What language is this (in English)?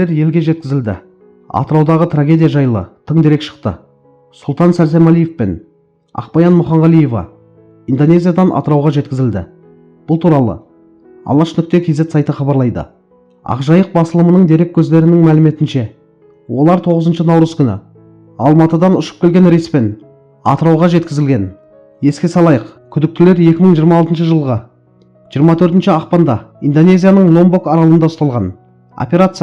Kazakh